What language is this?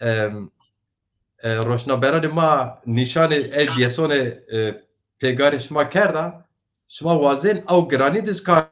Zaza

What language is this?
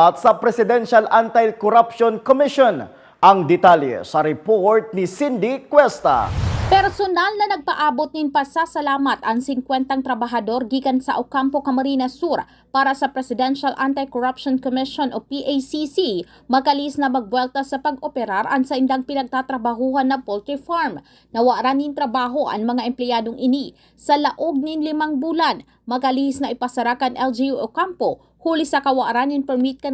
Bikol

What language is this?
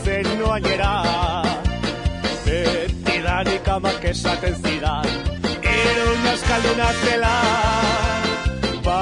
Basque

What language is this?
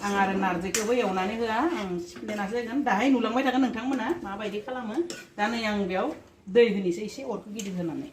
Bodo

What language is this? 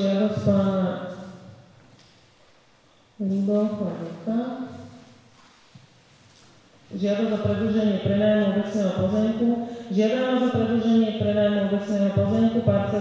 Slovak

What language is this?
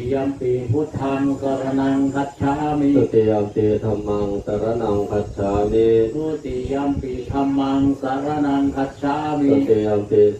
Pali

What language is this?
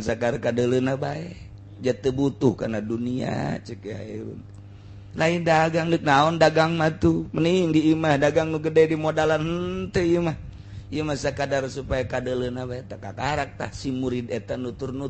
Sundanese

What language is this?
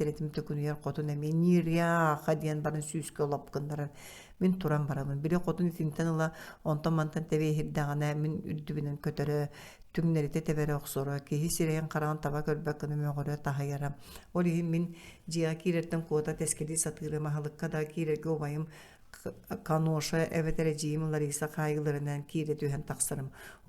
Yakut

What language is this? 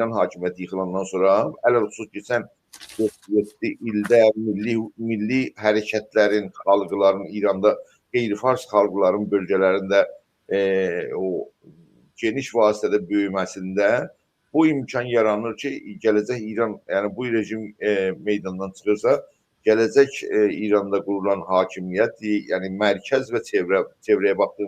South Azerbaijani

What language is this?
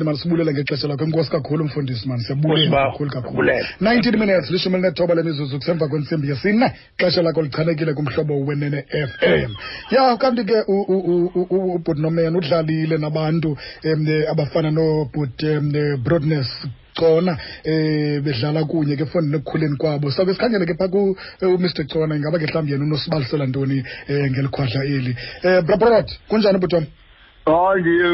Xhosa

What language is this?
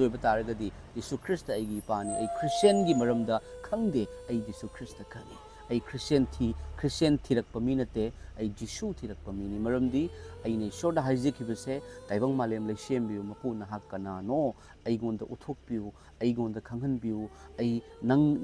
Manipuri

